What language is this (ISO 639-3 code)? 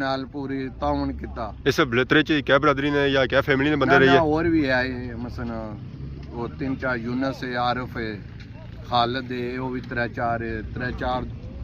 phr